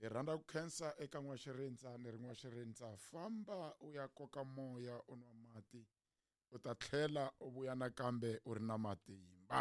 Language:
Tsonga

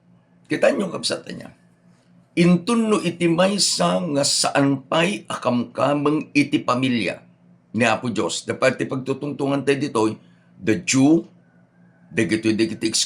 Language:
Iloko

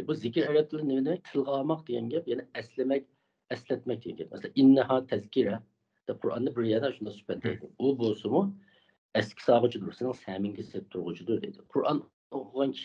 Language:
Uyghur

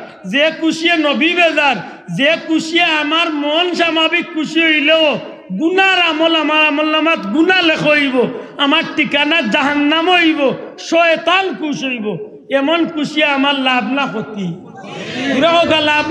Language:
Sylheti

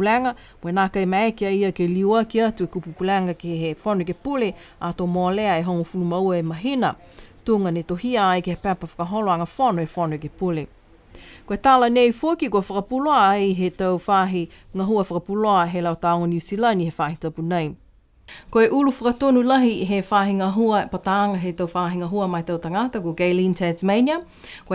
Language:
Niuean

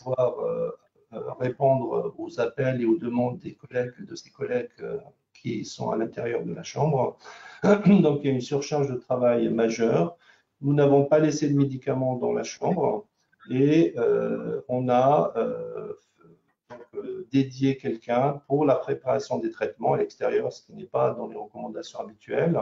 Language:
French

